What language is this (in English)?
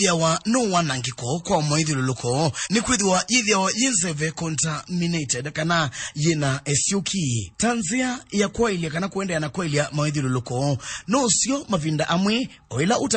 Kamba